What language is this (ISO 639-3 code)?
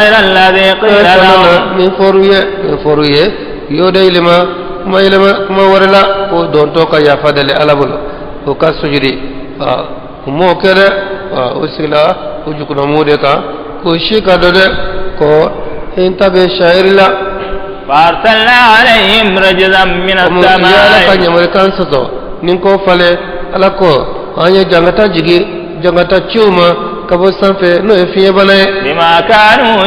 bam